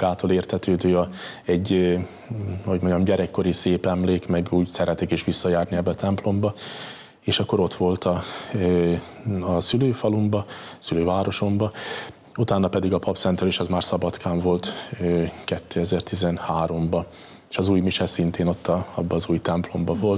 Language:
Hungarian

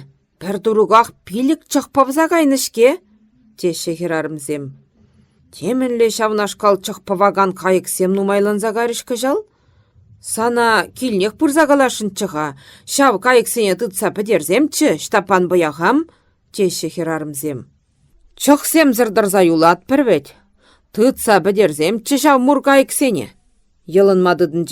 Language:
Chuvash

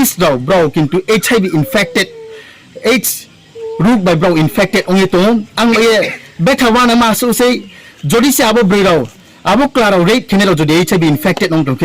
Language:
Riang (India)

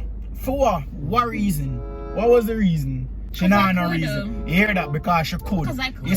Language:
Jamaican Creole English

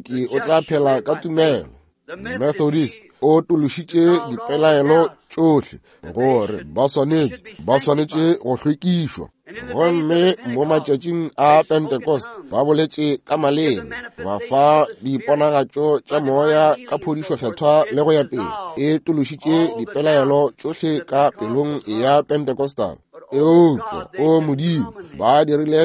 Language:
Northern Sotho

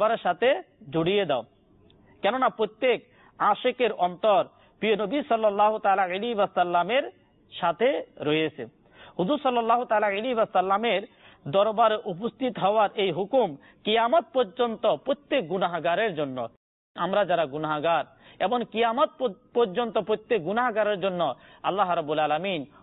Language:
Bangla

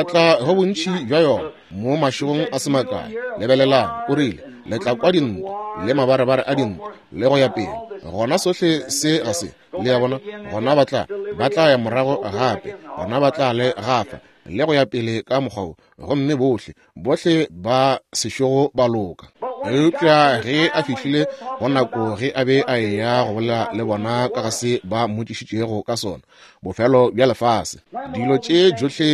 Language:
Northern Sotho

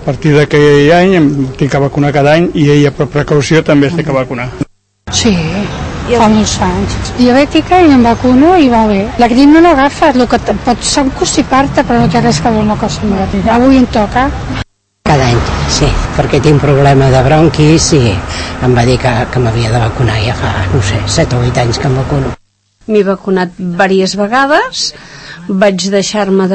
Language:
Catalan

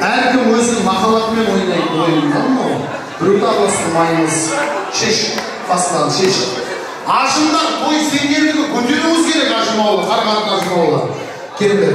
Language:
Kara-Kalpak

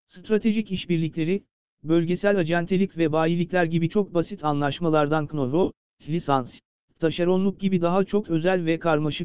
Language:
Turkish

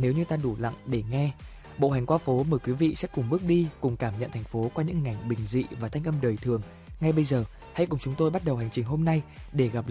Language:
Vietnamese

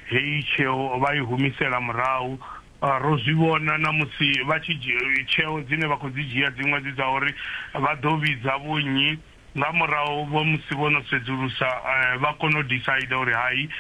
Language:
Venda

